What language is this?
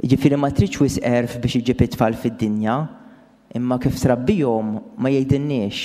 Maltese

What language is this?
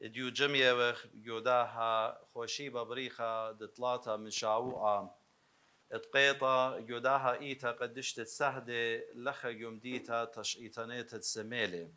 Assyrian Neo-Aramaic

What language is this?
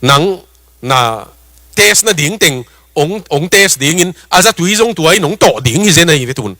Tedim Chin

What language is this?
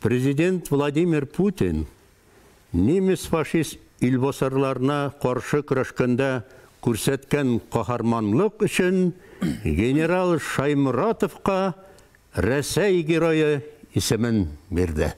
Bashkir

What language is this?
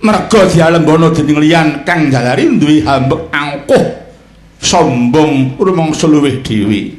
Javanese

